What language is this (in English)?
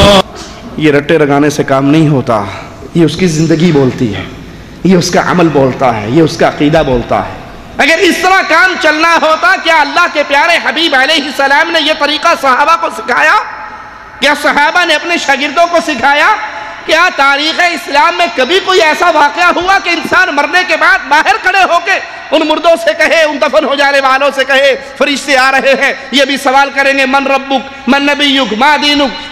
Urdu